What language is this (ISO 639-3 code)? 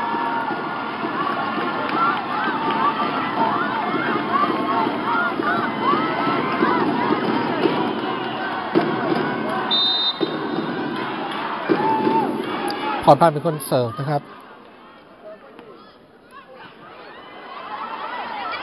tha